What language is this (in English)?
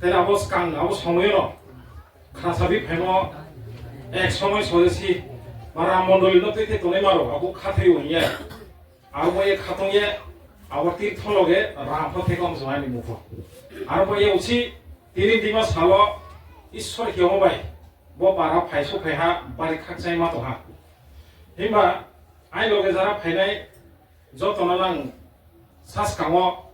Riang (India)